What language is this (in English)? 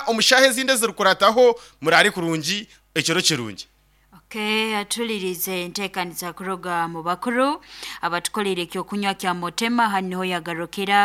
Nyankole